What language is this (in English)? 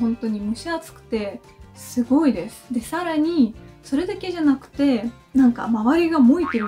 Japanese